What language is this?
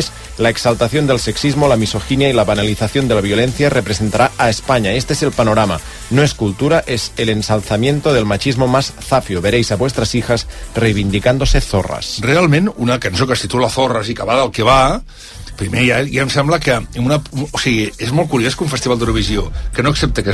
Catalan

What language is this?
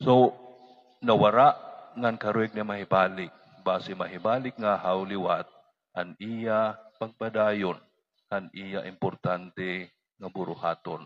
Waray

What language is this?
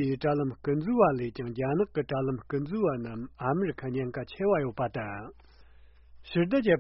Tibetan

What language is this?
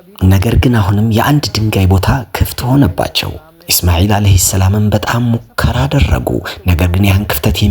Amharic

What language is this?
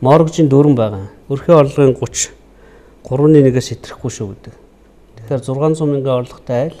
Mongolian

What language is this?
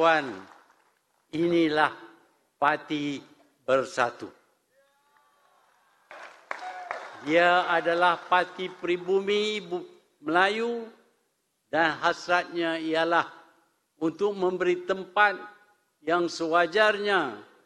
Malay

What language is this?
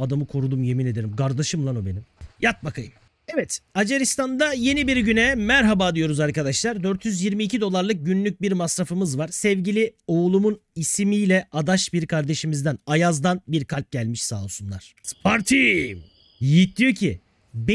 Turkish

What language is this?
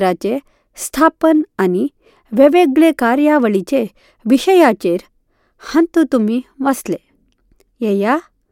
Konkani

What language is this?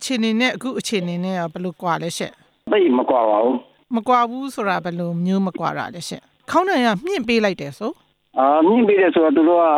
Burmese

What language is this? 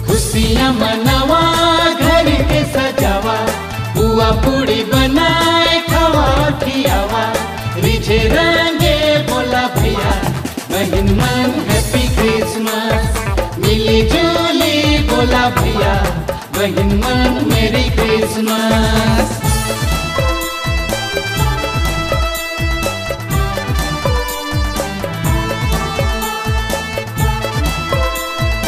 Sadri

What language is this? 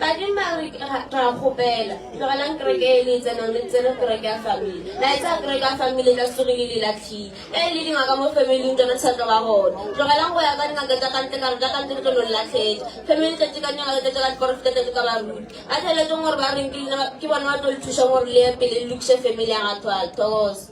Northern Sotho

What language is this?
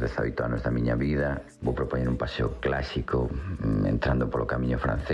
Galician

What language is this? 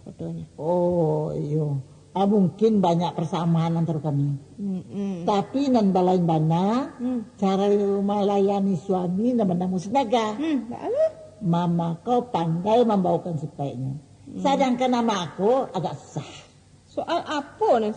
Minangkabau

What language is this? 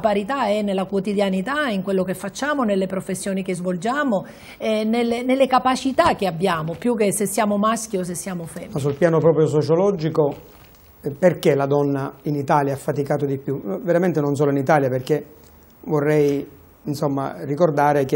Italian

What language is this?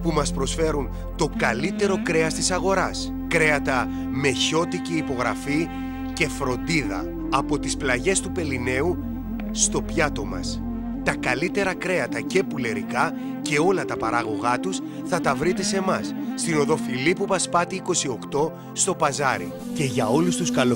Greek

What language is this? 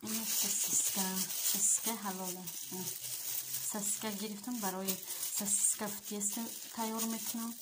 Tajik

